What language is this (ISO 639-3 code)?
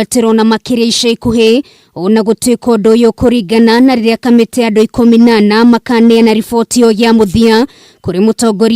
kik